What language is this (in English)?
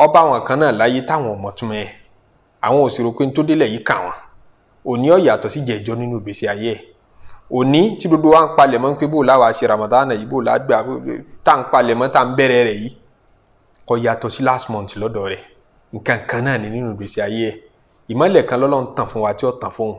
Yoruba